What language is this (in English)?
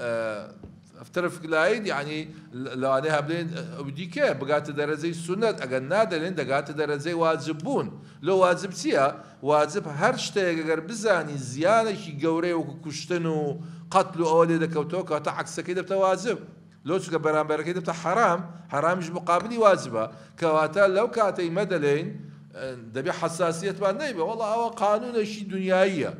Central Kurdish